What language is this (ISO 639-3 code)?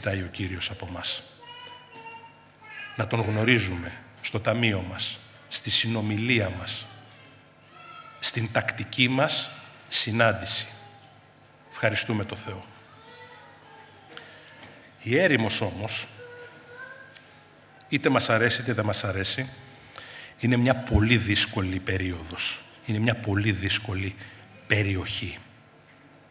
ell